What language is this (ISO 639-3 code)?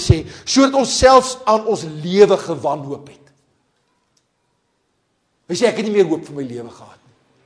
afr